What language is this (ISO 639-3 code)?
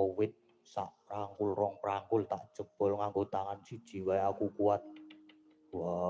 jav